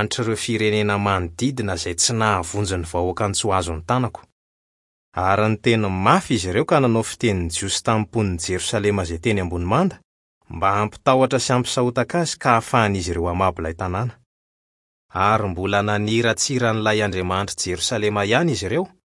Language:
Malagasy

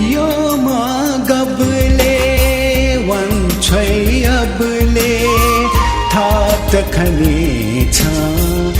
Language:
Newari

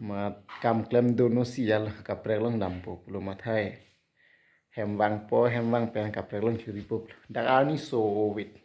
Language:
Karbi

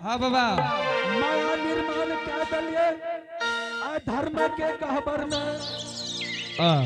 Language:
Angika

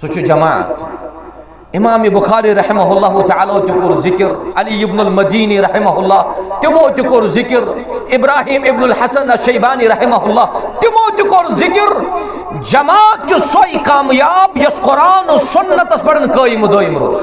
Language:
Kashmiri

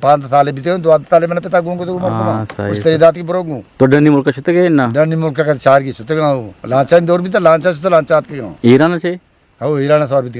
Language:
Eastern Balochi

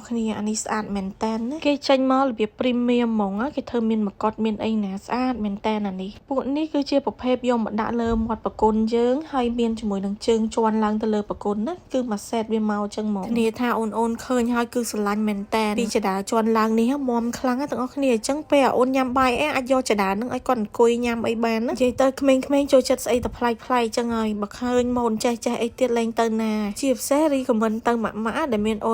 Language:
Khmer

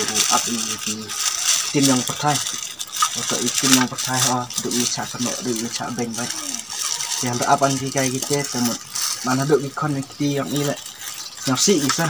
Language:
Khasi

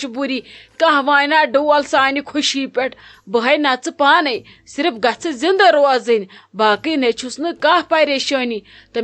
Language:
Kashmiri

